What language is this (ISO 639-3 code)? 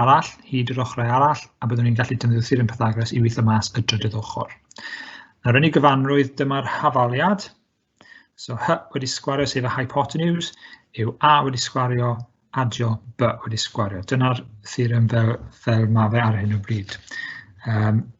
cym